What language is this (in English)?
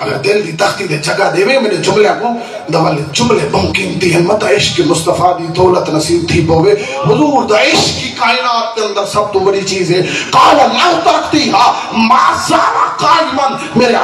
Saraiki